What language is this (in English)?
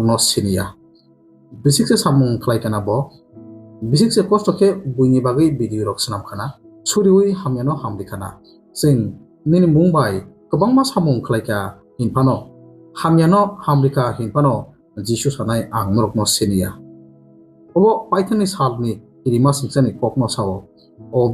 Kok Borok